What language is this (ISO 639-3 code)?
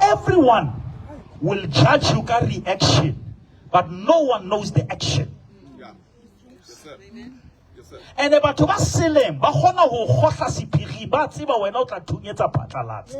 sot